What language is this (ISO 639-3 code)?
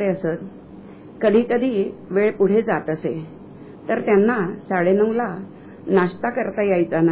mar